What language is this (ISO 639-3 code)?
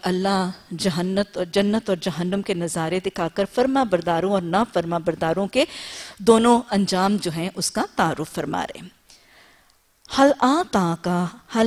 urd